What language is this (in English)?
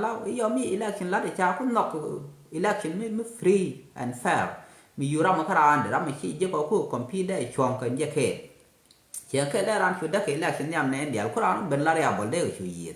Nuer